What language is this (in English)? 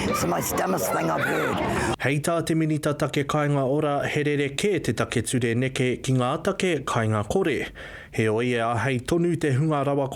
Māori